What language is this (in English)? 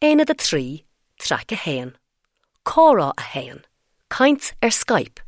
Irish